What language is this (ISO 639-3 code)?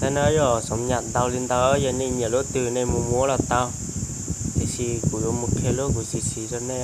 hmn